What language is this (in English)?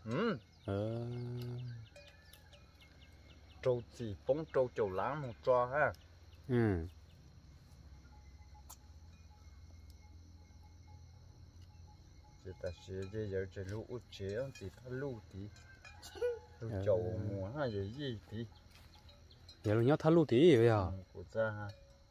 Vietnamese